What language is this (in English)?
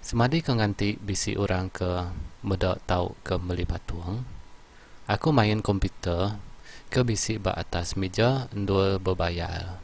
Iban